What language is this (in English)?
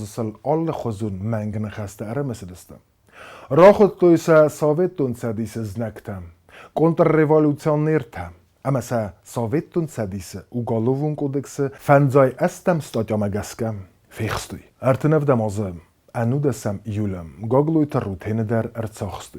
Ossetic